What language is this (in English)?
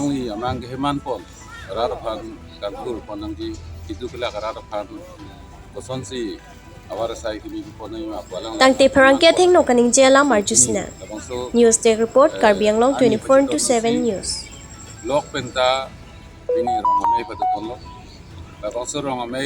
Karbi